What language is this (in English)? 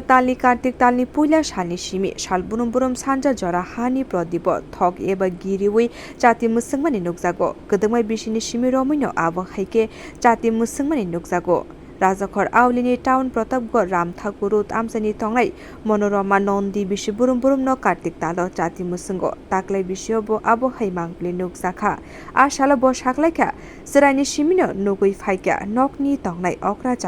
Kok Borok